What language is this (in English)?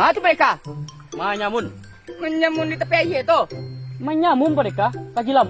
Minangkabau